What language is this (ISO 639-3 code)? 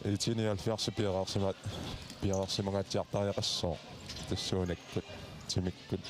kal